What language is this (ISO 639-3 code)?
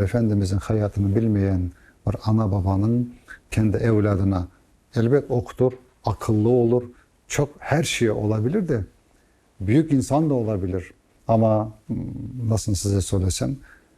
crh